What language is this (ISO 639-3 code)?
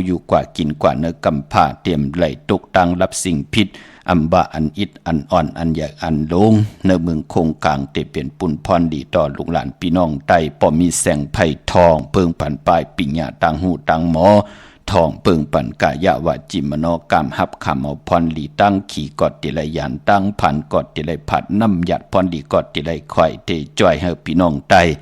shn